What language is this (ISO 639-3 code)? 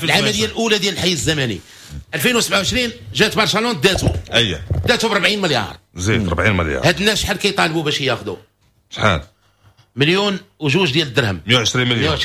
ary